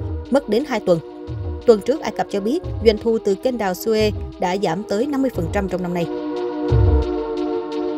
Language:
Vietnamese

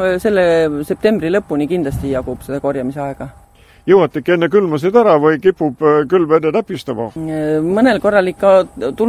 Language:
Estonian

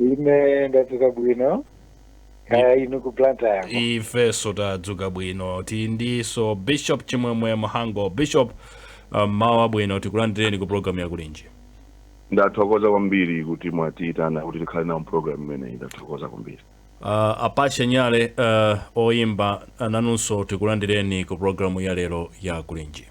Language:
Nyanja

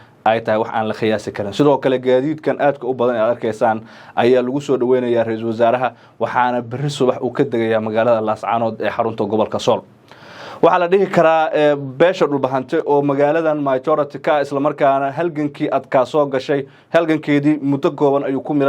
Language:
Somali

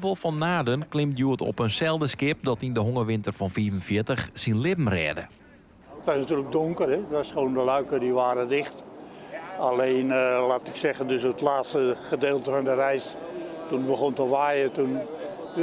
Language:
Western Frisian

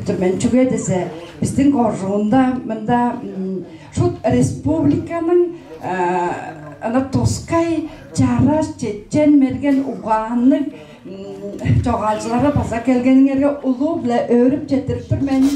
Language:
Tuvinian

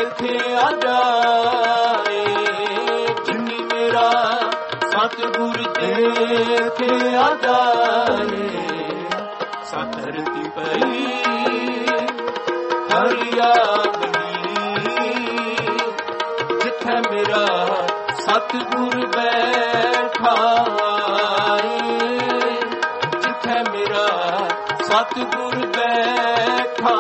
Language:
Punjabi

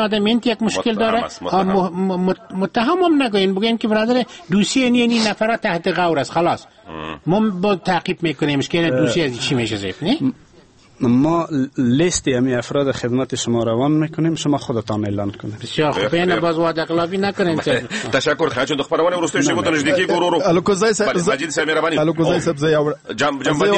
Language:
Persian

